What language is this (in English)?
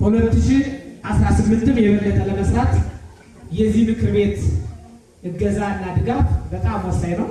Amharic